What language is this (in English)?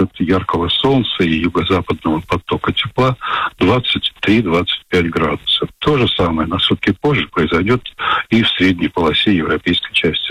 Russian